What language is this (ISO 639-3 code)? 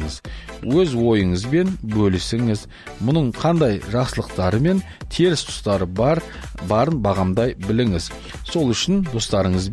kaz